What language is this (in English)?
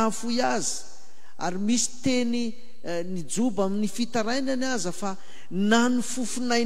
Malagasy